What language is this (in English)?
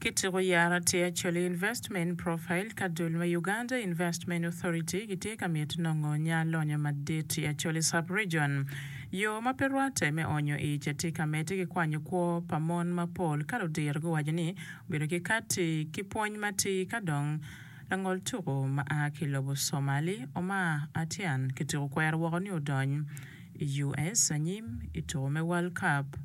Acoli